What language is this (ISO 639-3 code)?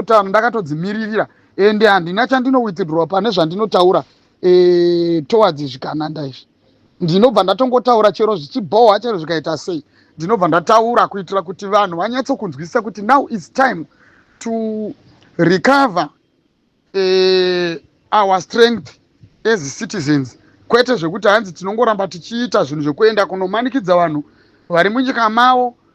sna